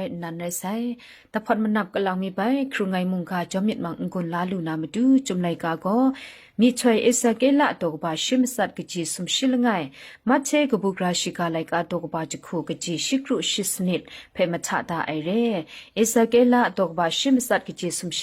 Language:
Kachin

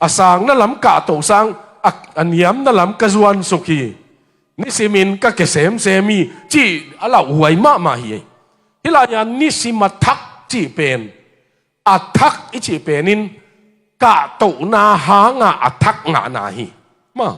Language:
Tedim Chin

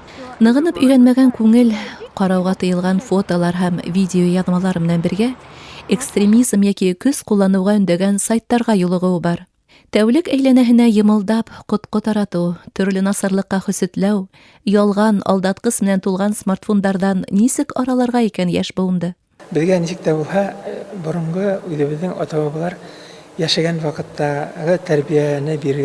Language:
Bashkir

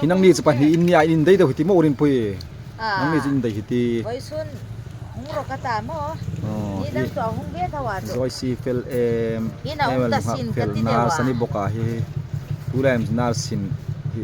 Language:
Hmar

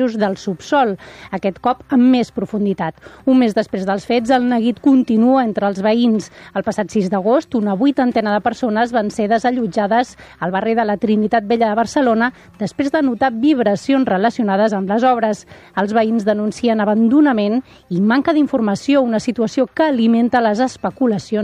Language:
Catalan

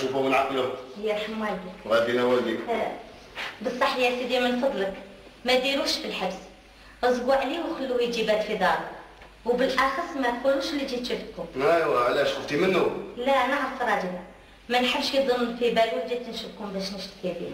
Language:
Algerian Arabic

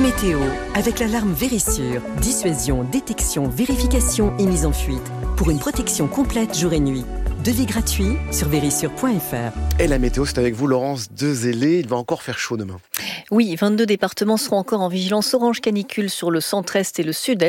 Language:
French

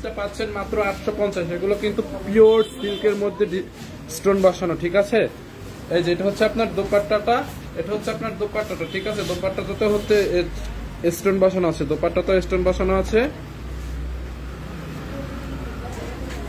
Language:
Bangla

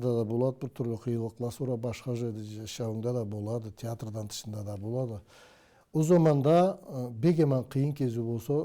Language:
Karachay-Balkar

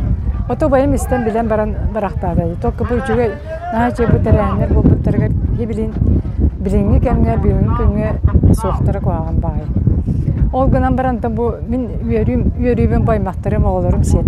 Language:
Yakut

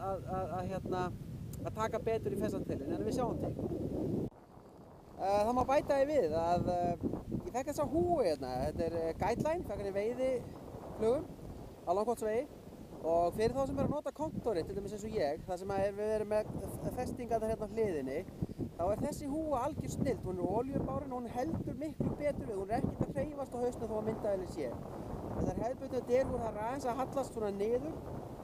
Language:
Icelandic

